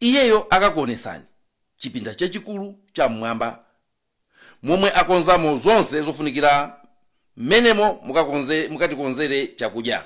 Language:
Nyanja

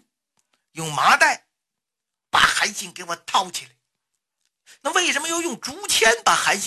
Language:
Chinese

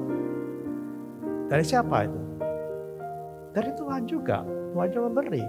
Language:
Indonesian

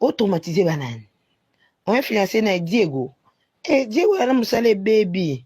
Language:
Lingala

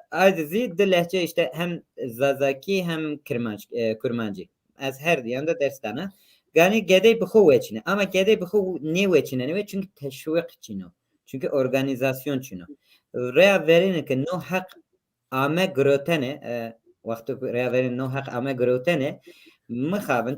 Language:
Zaza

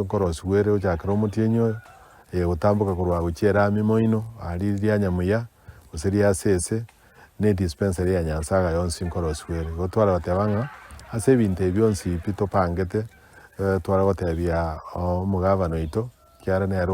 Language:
Gusii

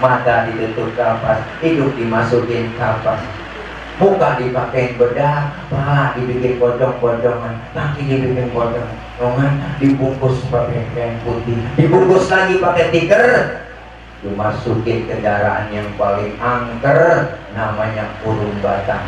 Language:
Betawi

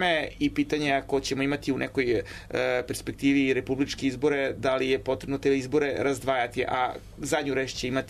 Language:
Serbian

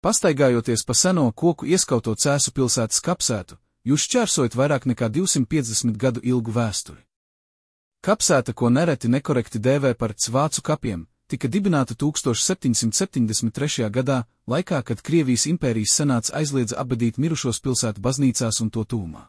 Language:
Latvian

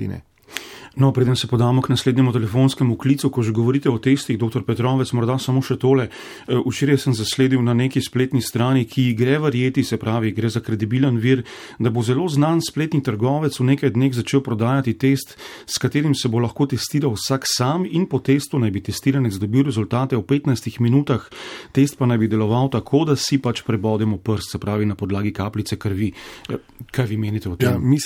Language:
Slovenian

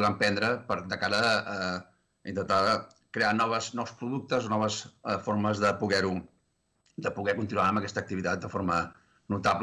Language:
Catalan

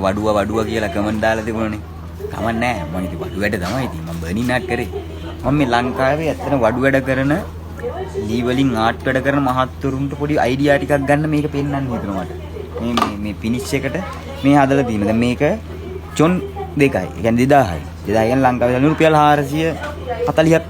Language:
Sinhala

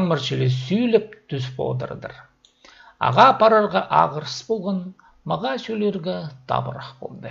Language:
Khakas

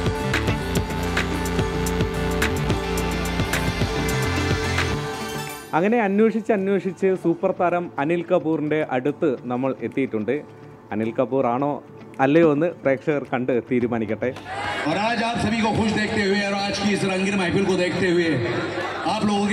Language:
Malayalam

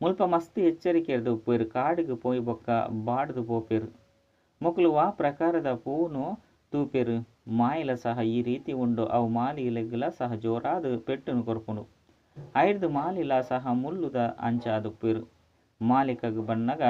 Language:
Tulu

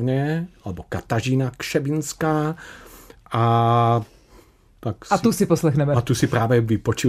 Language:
Czech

